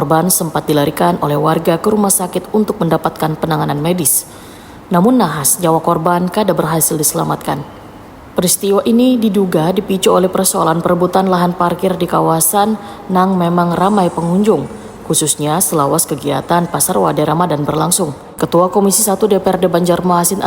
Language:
Banjar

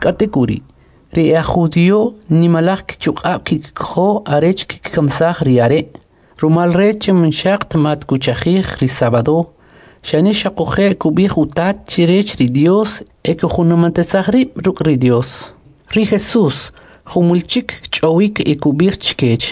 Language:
Kʼicheʼ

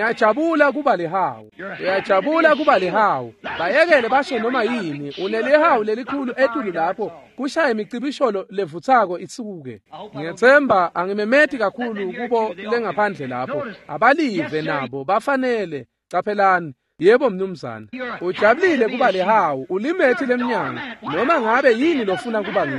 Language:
Swati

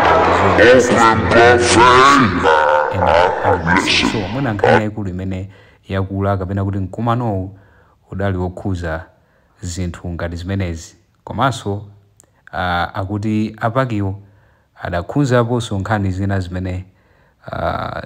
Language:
Nyanja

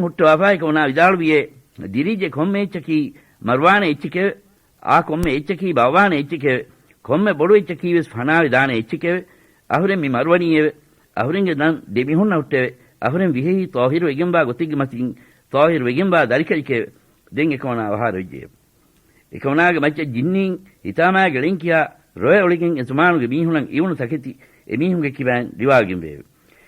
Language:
Divehi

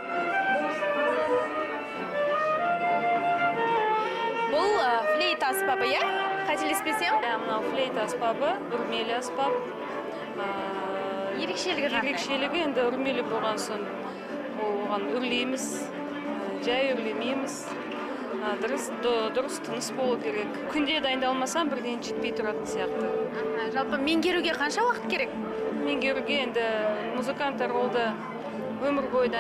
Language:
Kazakh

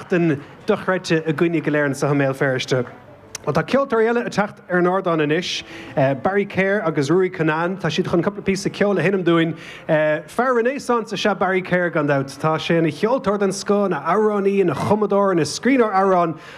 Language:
Irish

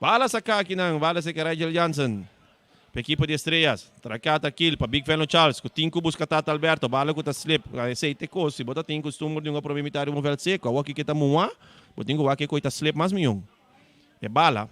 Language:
Papiamento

